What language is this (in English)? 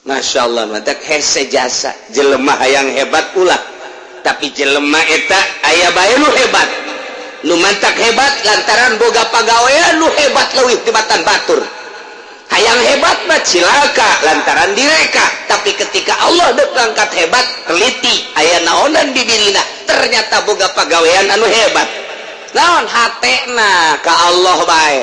Sundanese